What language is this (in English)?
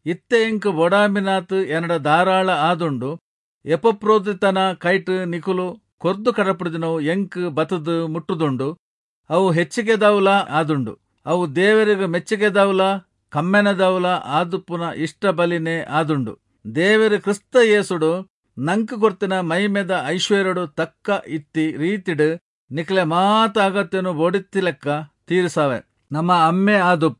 Tulu